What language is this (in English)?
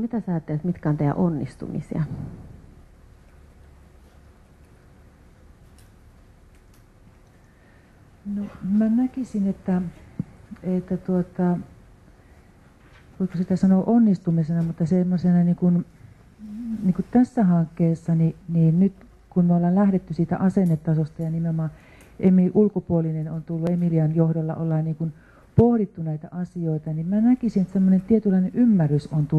Finnish